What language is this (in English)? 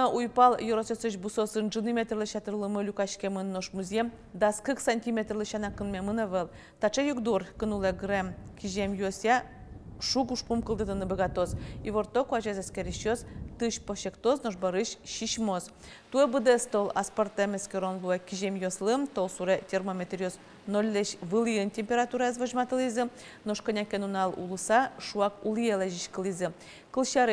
Udmurt